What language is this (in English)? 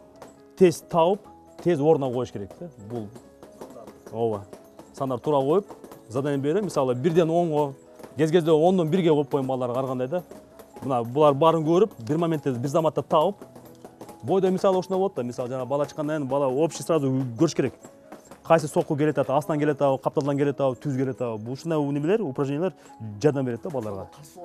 Kyrgyz